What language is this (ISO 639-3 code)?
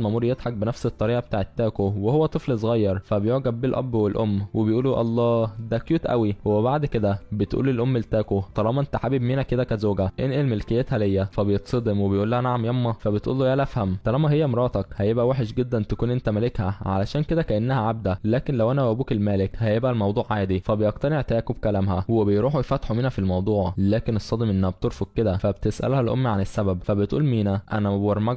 arz